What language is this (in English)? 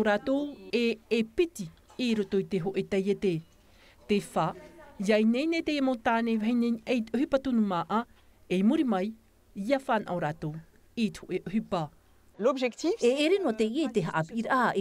Tahitian